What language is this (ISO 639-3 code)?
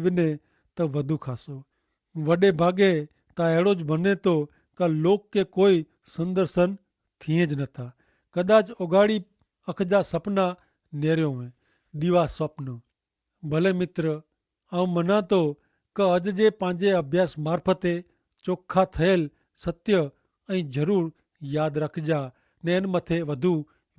kfr